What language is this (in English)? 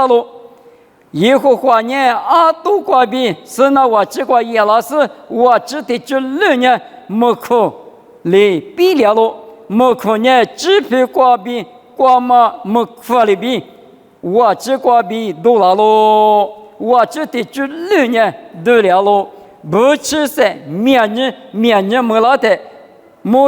Lisu